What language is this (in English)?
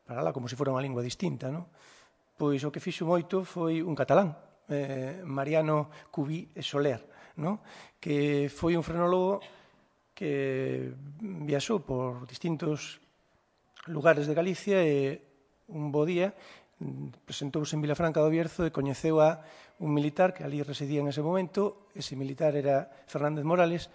Galician